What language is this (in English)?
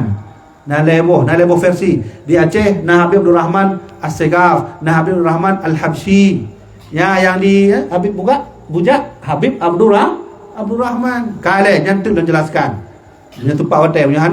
Achinese